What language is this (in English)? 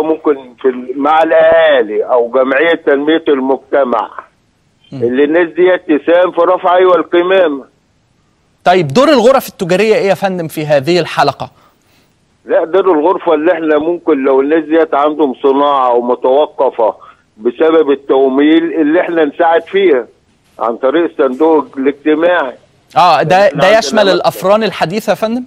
Egyptian Arabic